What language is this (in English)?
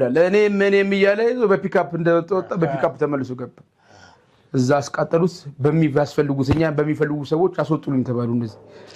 Amharic